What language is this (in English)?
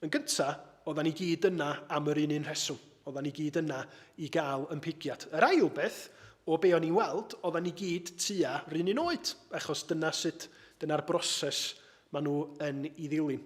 Welsh